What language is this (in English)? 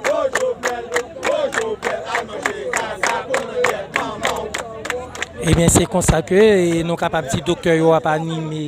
Haitian Creole